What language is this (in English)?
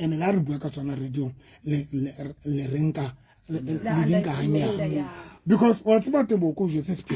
Southern Sotho